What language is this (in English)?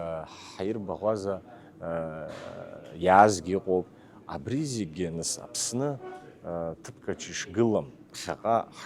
Abkhazian